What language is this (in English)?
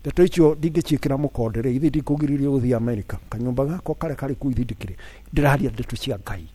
Kikuyu